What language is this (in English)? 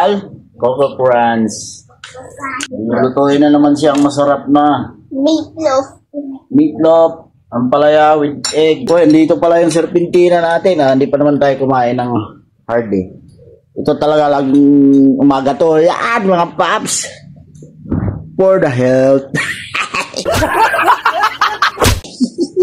Filipino